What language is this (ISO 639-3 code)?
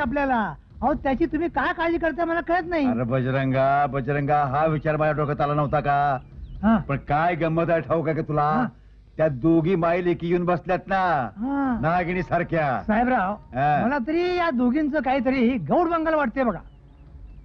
mar